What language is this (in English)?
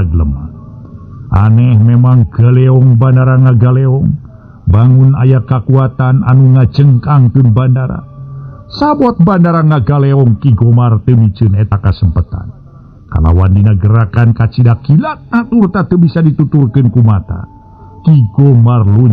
Sundanese